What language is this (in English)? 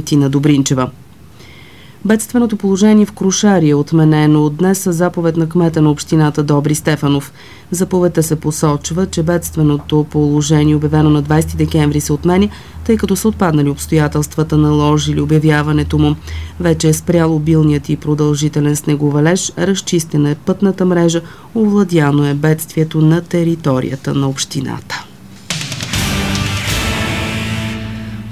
Bulgarian